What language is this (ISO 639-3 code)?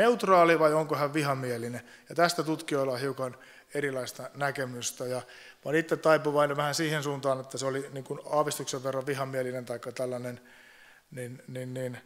fin